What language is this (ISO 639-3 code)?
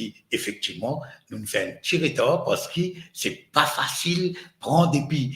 mfe